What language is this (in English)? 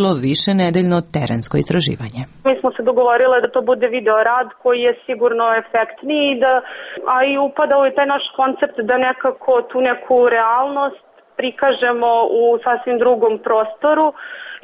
Serbian